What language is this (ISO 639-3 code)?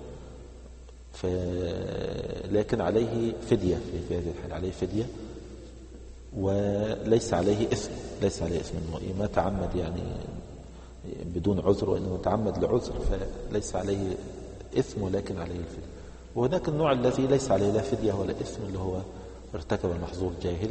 ara